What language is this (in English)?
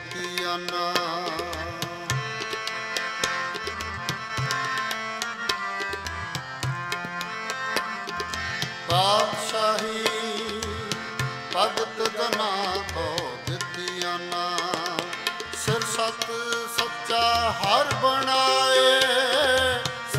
Punjabi